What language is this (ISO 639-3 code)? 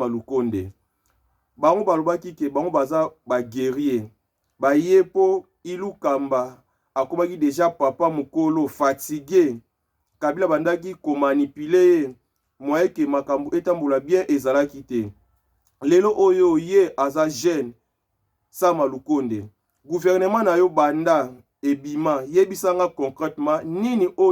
lin